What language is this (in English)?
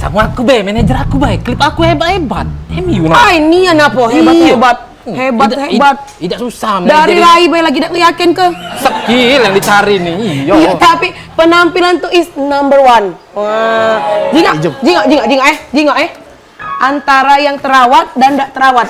Musi